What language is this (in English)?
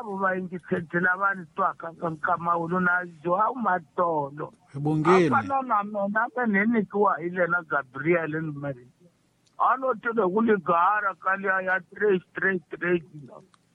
Tsonga